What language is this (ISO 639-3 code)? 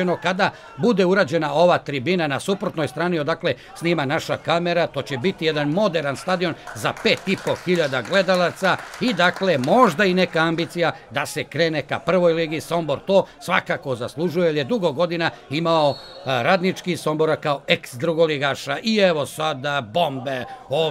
srp